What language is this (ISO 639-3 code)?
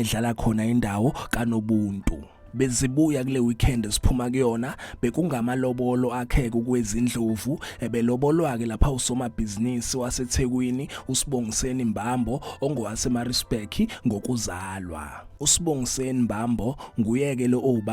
zul